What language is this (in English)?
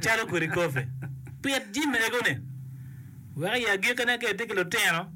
Acoli